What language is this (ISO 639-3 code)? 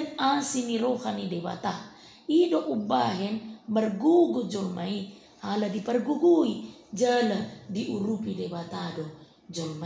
bbc